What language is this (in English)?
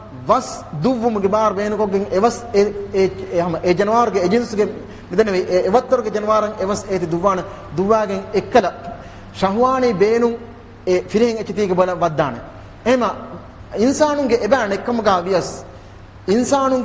Divehi